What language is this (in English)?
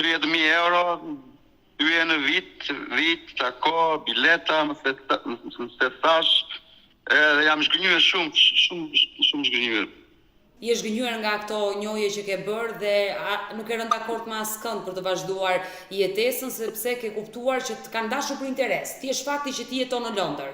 Albanian